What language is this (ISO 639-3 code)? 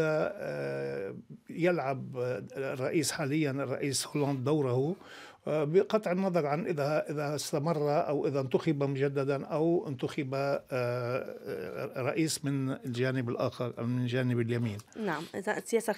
ara